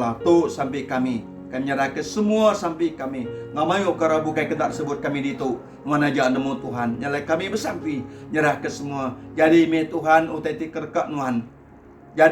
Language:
Iban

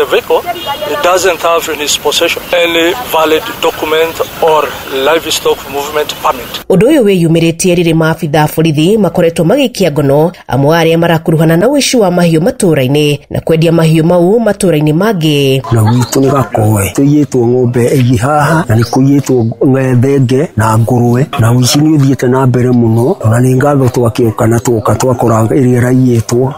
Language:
Kikuyu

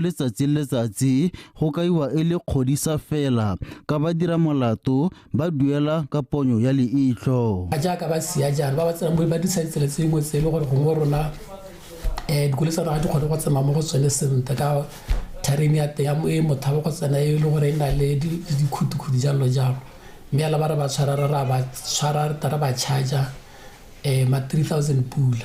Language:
Tswana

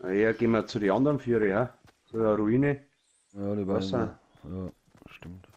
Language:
Bavarian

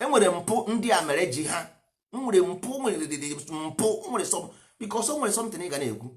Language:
Igbo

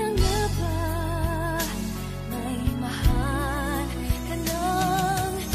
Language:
Filipino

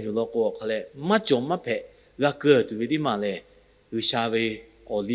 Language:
Lahu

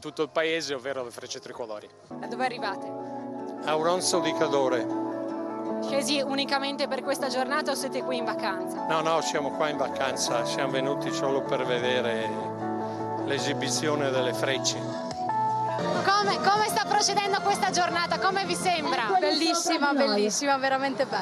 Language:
Italian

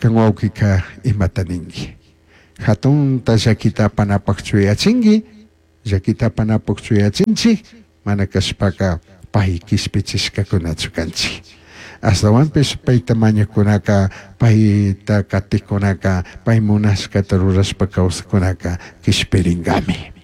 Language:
Chimborazo Highland Quichua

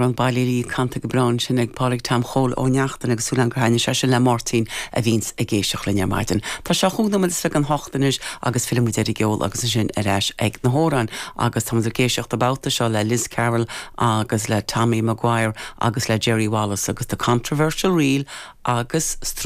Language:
Irish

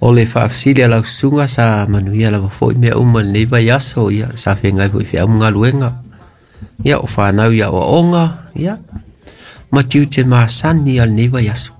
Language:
Samoan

